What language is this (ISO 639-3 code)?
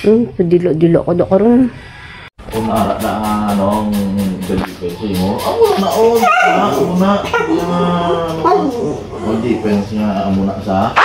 hil